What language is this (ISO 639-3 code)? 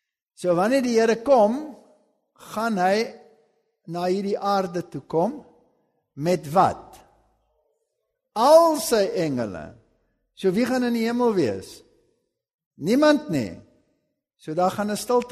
afr